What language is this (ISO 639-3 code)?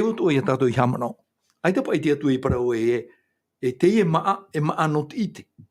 tah